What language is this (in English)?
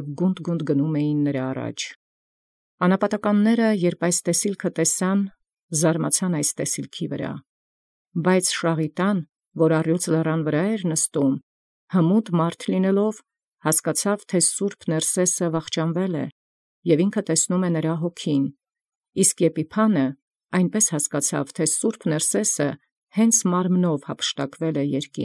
Armenian